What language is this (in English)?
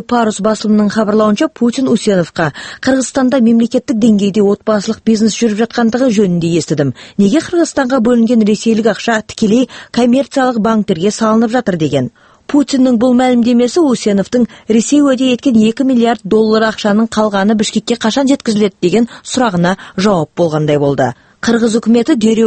Kazakh